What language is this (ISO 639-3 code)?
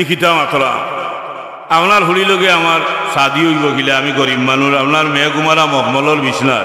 syl